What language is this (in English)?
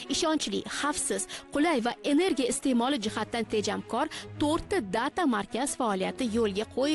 Uzbek